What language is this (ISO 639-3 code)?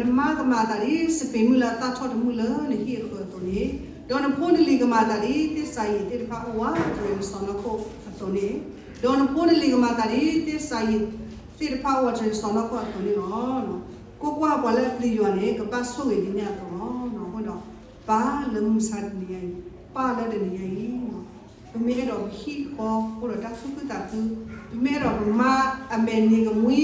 ksw